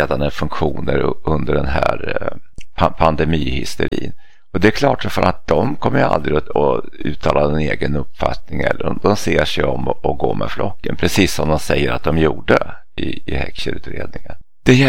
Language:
Swedish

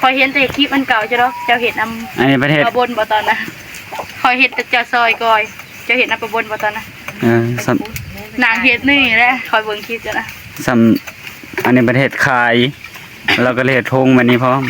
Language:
Northeastern Thai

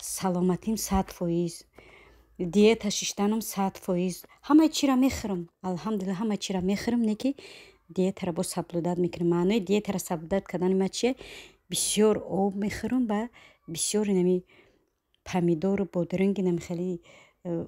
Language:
Tajik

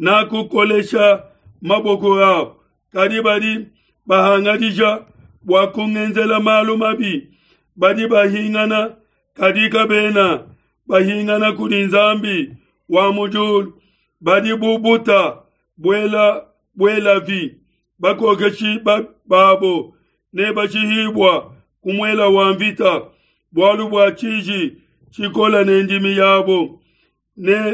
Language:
Luba-Lulua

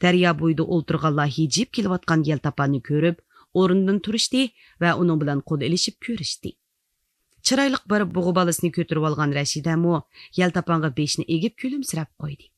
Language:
Uyghur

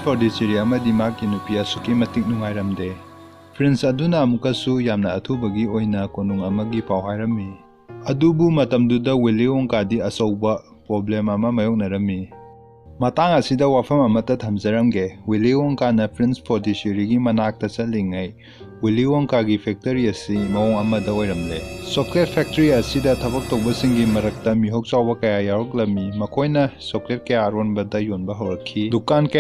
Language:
Manipuri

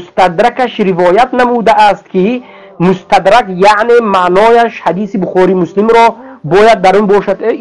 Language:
Tajik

